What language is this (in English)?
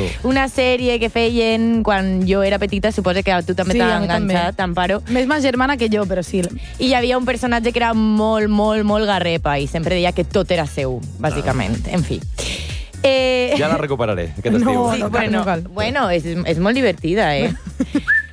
Catalan